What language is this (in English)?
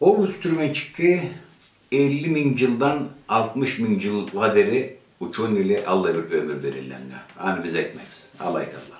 Karachay-Balkar